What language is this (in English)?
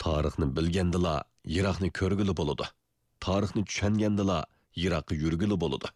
Uyghur